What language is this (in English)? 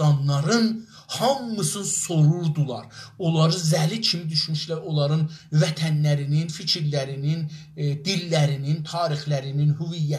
South Azerbaijani